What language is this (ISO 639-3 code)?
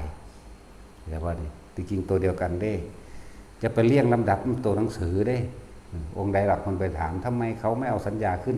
tts